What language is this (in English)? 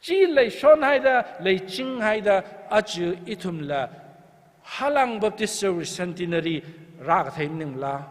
Tangkhul Naga (India)